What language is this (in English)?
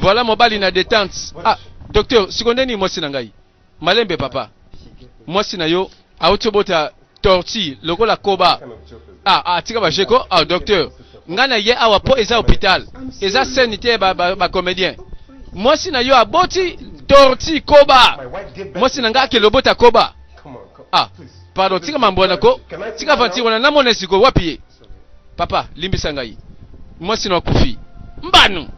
Lingala